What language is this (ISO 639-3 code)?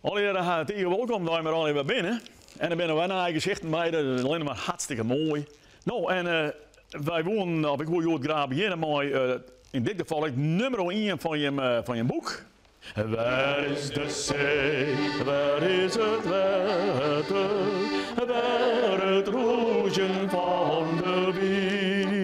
fry